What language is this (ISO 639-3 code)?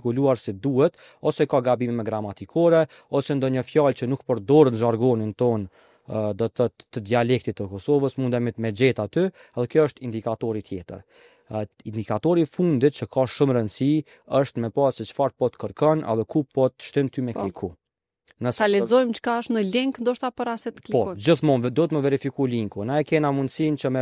sqi